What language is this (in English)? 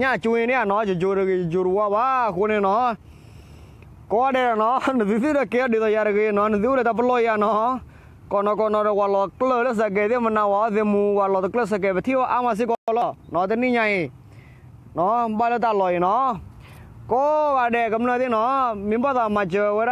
S'gaw Karen